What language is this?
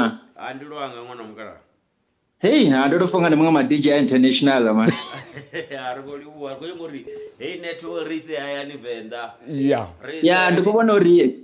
Venda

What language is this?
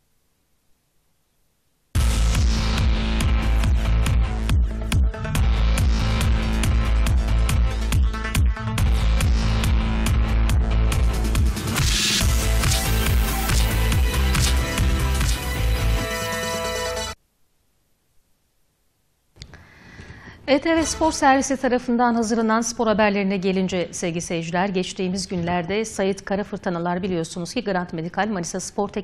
Turkish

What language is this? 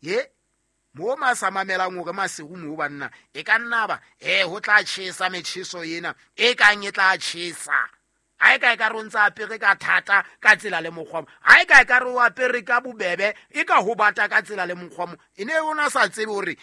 Southern Sotho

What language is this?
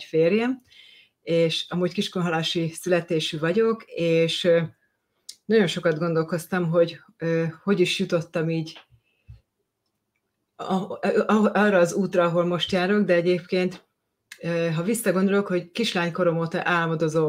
Hungarian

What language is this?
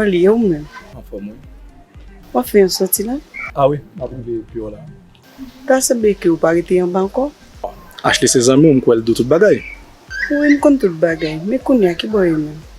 Haitian Creole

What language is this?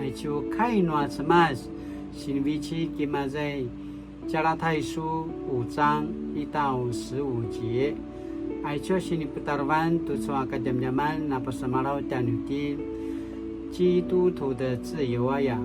Paiwan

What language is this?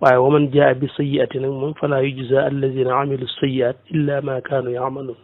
Wolof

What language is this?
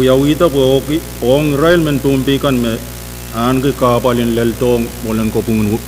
Pohnpeian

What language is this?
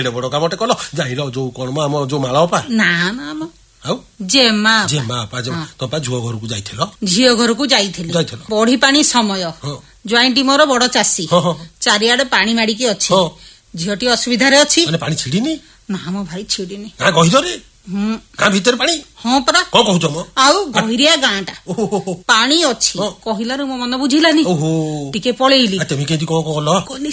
Odia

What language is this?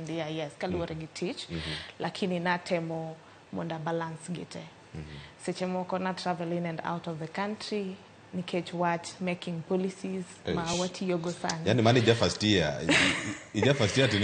Luo (Kenya and Tanzania)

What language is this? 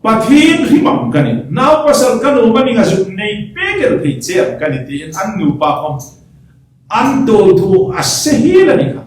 Hmar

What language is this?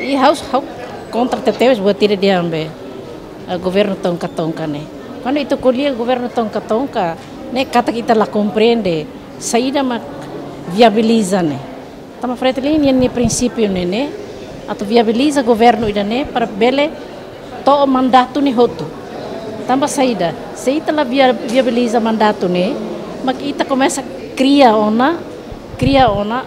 Tetum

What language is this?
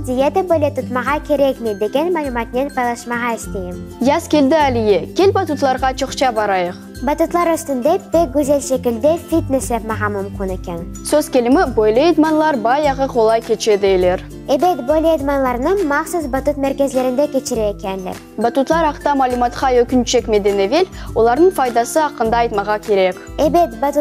Crimean Tatar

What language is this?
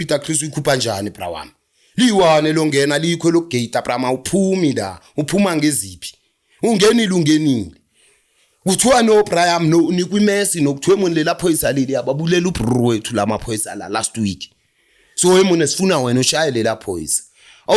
Zulu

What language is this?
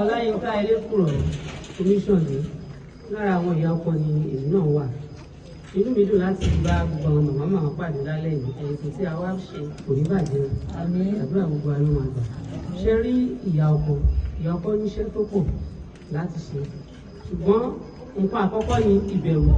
Yoruba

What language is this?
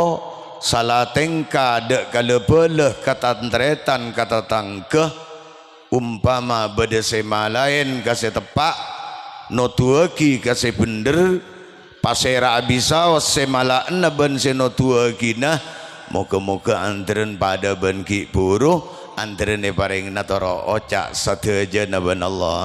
Madurese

